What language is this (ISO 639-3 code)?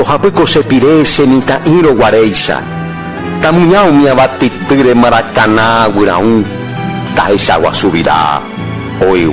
grn